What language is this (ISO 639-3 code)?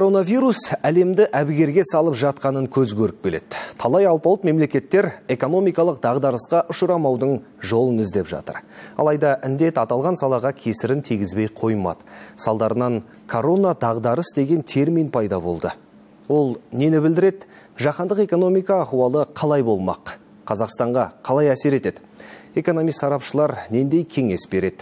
kaz